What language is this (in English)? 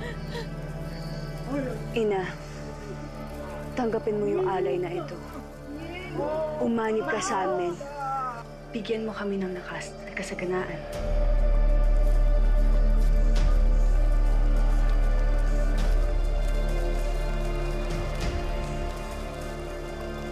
Filipino